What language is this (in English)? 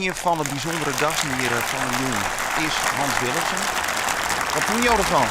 Western Frisian